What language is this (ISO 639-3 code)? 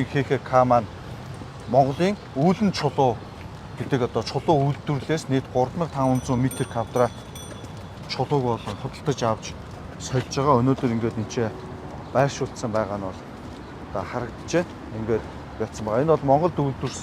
mon